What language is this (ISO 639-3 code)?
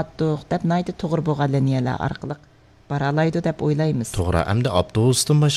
uig